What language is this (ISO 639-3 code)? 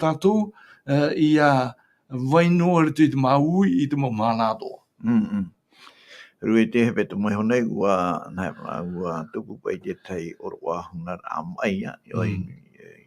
tah